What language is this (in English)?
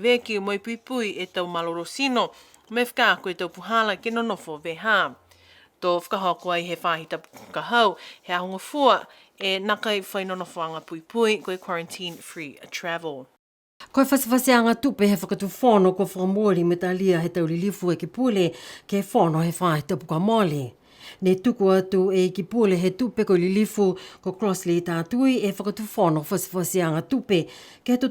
Niuean